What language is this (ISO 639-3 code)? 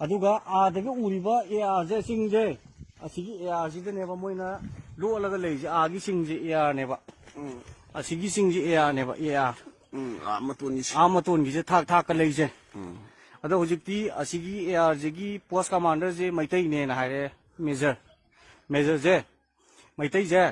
mni